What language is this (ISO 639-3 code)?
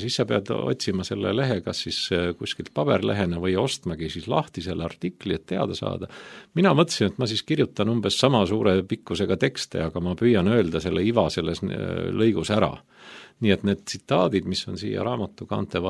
est